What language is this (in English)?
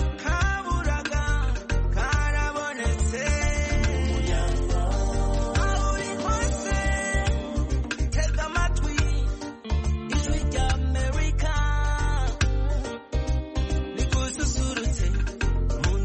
Kinyarwanda